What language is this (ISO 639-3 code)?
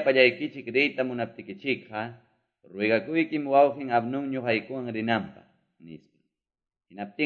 que